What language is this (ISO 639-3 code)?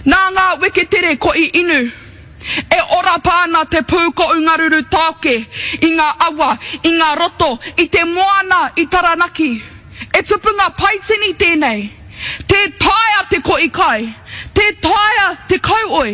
mri